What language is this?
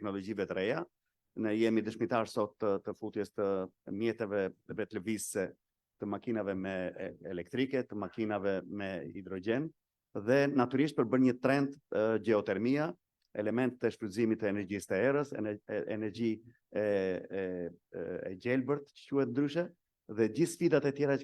Albanian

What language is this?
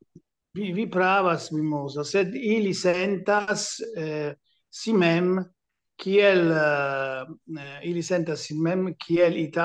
Esperanto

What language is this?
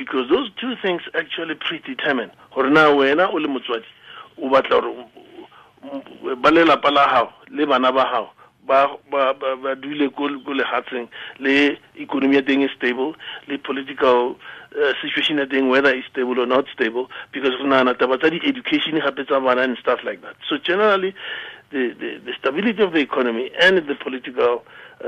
Tswana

